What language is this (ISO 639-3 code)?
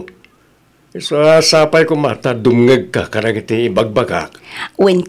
ilo